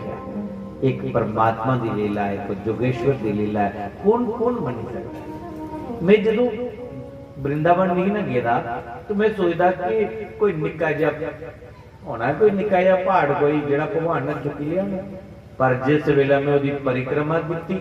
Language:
Dogri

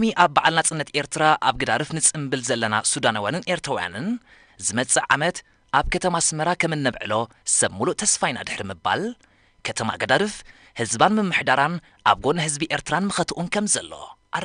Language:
Tigrinya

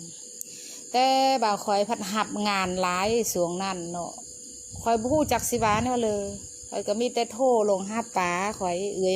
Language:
Lao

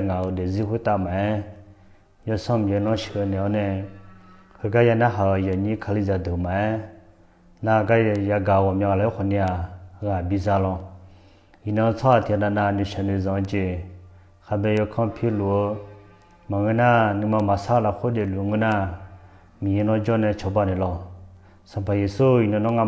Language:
Akha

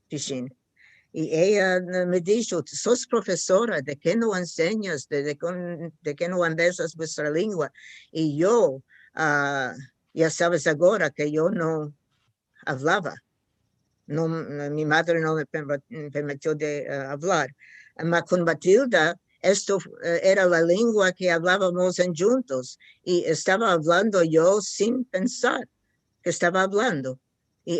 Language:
Ladino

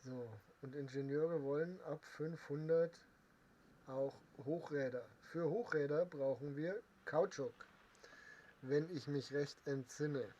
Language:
Bavarian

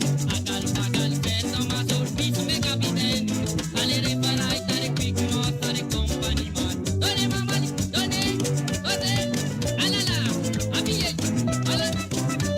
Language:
Morisyen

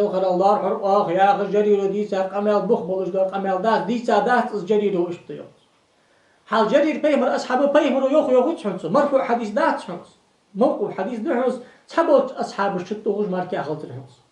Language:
Ingush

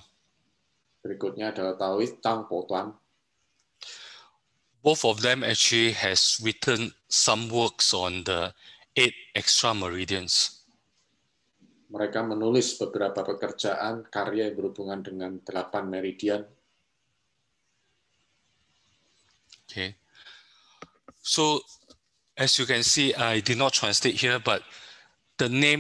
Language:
Indonesian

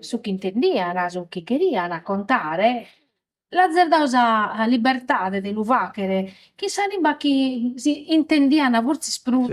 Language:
Sardinian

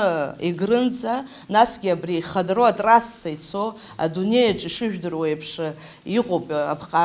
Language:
Abkhazian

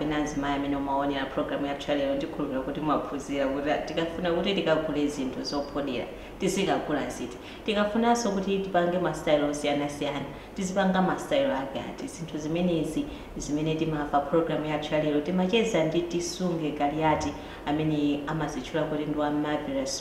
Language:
Nyanja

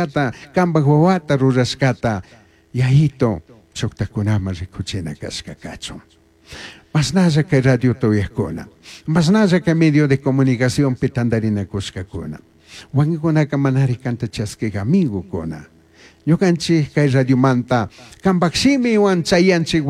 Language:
Chimborazo Highland Quichua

